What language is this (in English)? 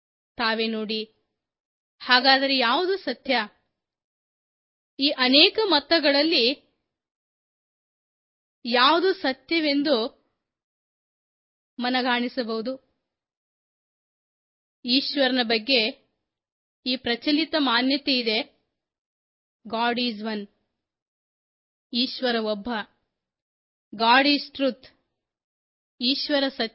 Kannada